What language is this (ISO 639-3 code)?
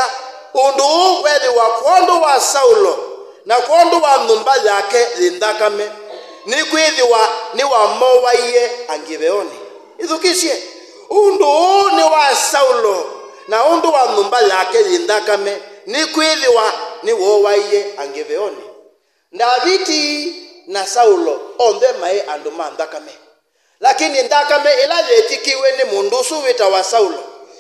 kam